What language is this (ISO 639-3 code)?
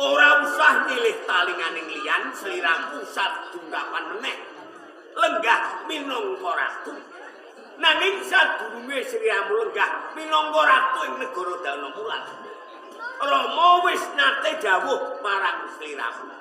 jav